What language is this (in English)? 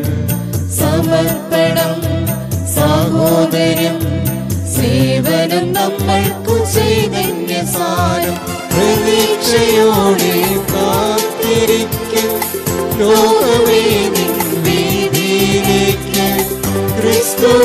Malayalam